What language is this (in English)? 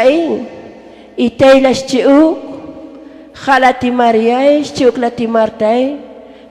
Tzotzil